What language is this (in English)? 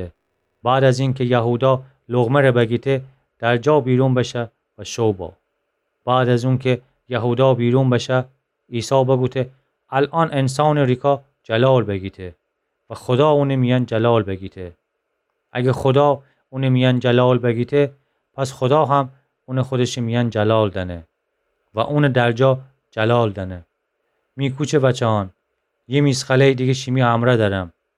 Gilaki